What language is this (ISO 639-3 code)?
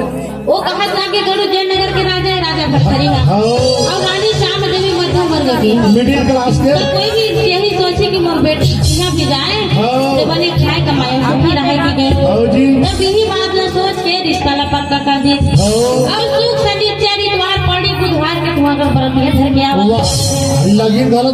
hne